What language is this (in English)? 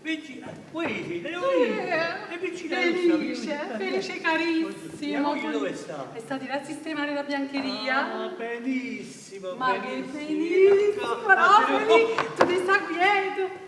Neapolitan